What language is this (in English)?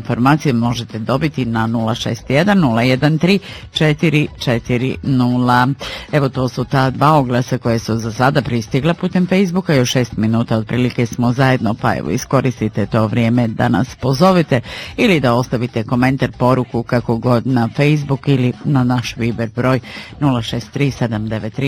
Bosnian